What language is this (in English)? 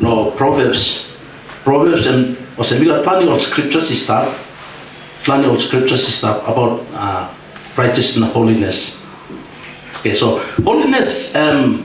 Tok Pisin